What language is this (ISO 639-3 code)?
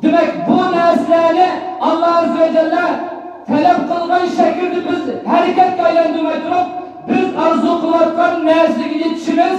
uig